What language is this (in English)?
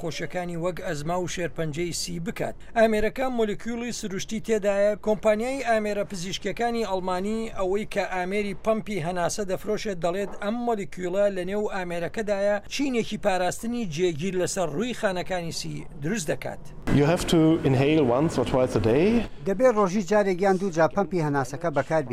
Central Kurdish